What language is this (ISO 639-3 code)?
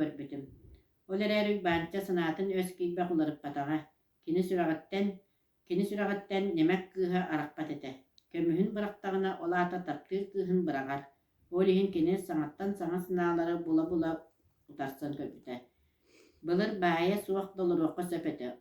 sah